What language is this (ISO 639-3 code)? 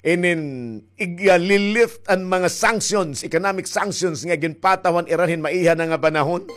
war